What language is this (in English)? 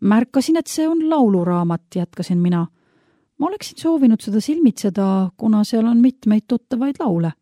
Estonian